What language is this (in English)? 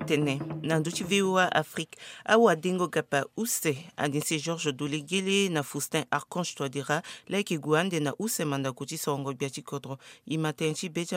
Sango